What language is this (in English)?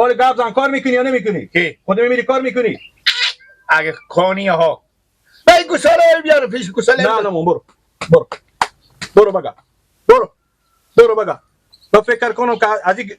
Persian